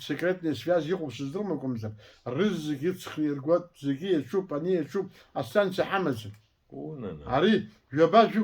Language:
Abkhazian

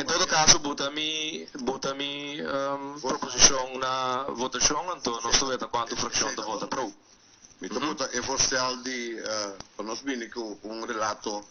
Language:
Papiamento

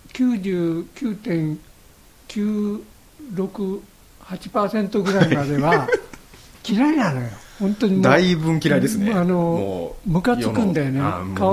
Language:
Japanese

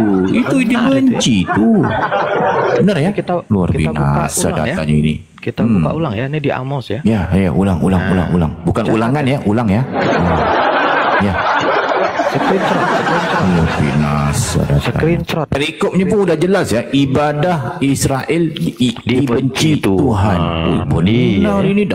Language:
Indonesian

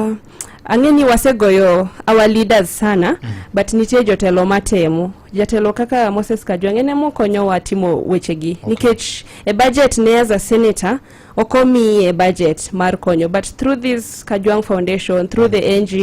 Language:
Luo (Kenya and Tanzania)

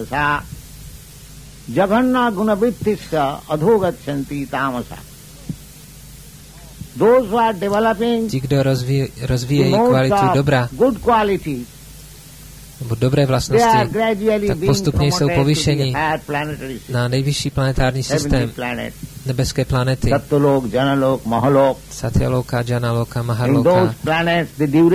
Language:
Czech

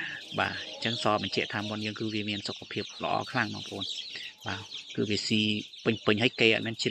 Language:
Khmer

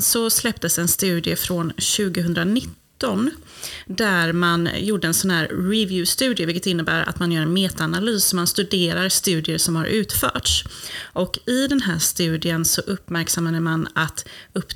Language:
Swedish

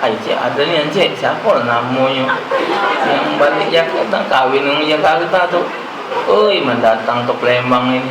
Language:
Musi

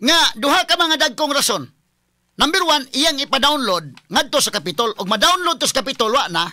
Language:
Cebuano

